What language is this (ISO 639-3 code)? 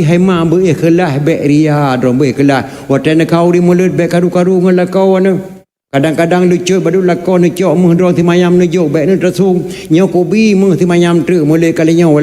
ace